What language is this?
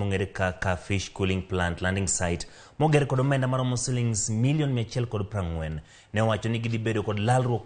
Luo (Kenya and Tanzania)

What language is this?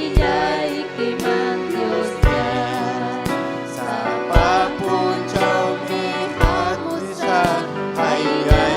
Ayacucho Quechua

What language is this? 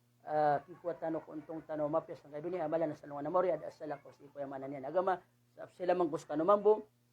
Maranao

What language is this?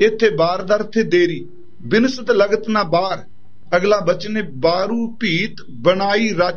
Punjabi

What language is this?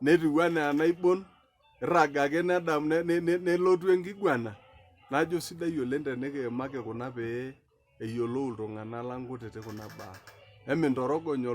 Masai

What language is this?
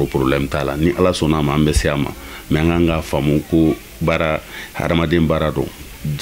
Bambara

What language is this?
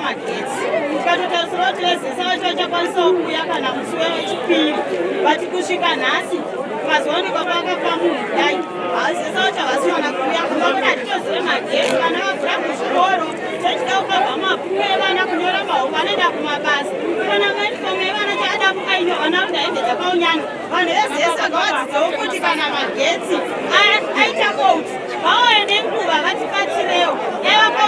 Shona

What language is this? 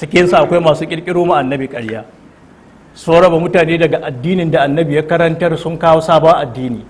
Hausa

